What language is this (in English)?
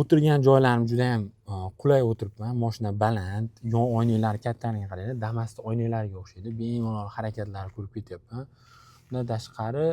Uzbek